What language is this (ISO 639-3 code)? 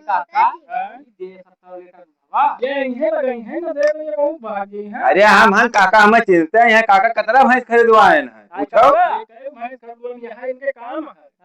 awa